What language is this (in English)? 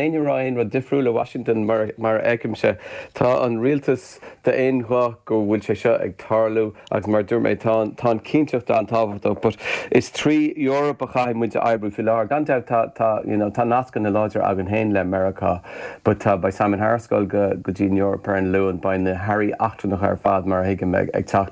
Irish